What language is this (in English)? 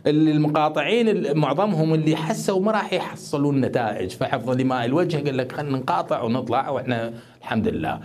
Mesopotamian Arabic